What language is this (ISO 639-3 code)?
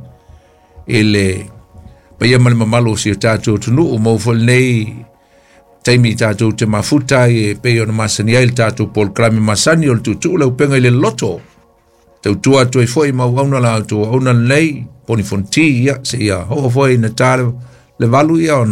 smo